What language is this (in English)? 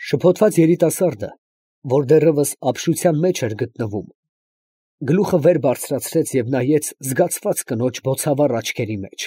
Armenian